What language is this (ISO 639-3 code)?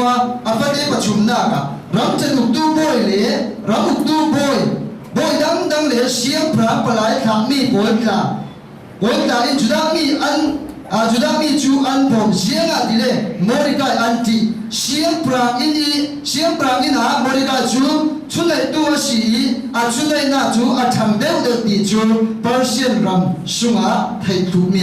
cfm